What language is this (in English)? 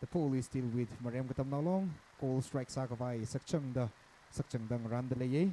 Tangkhul Naga (India)